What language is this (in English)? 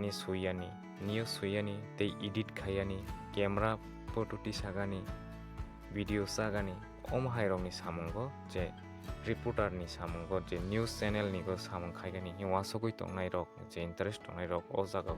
Kok Borok